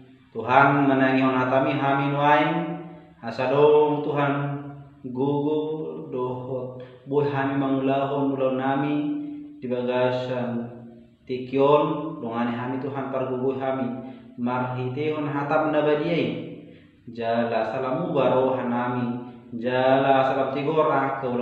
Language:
Batak Toba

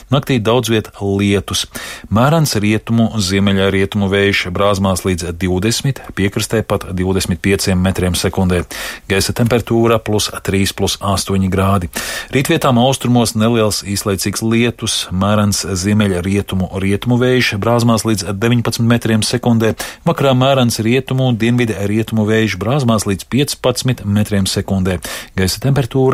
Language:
Latvian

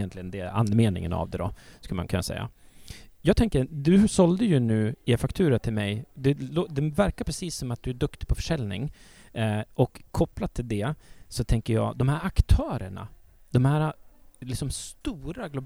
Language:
Swedish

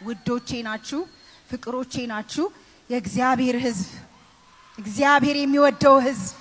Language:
Amharic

